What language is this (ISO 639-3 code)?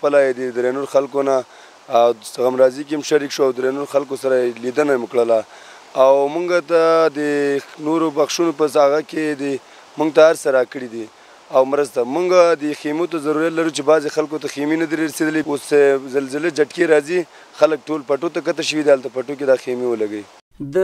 pus